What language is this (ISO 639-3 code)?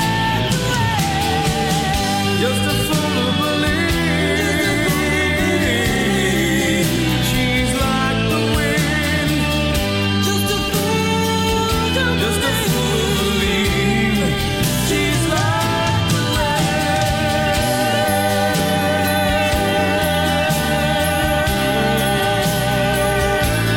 dan